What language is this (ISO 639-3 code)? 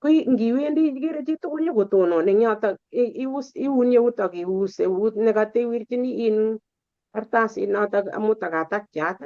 kln